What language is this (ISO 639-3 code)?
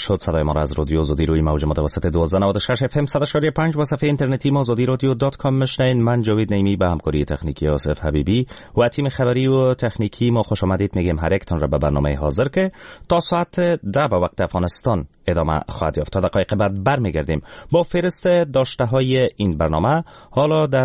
fas